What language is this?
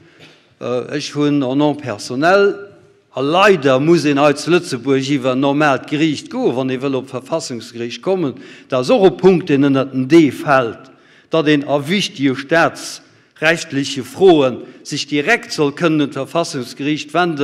Luxembourgish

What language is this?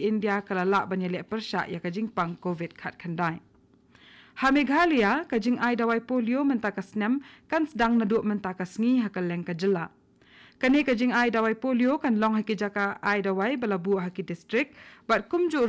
Khasi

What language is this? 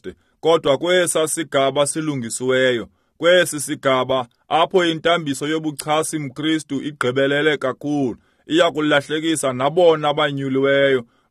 Xhosa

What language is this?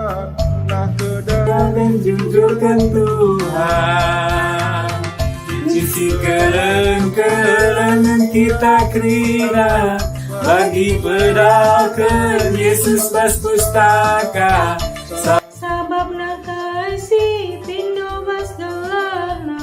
Batak Karo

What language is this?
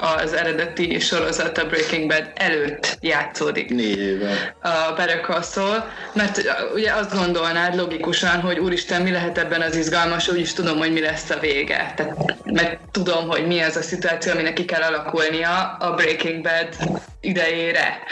Hungarian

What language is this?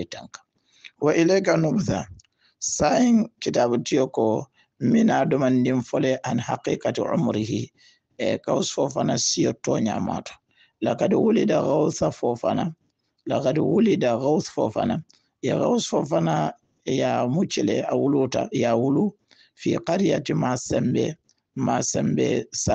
Hausa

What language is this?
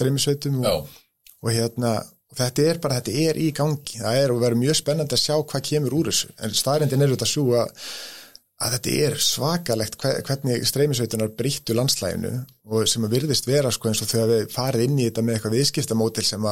Icelandic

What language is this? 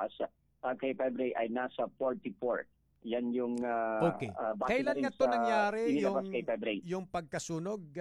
Filipino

